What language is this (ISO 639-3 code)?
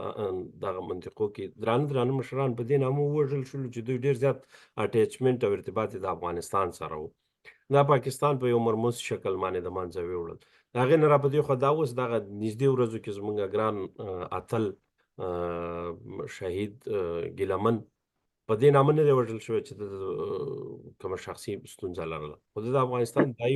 pus